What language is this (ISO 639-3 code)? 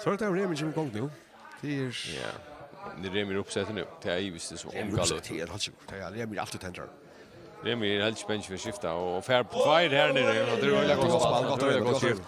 fao